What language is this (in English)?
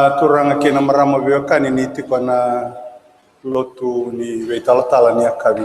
Fijian